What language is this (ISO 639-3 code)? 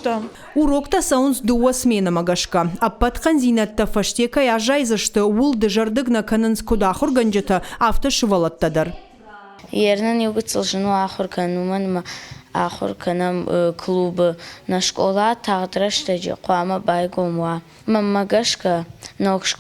oss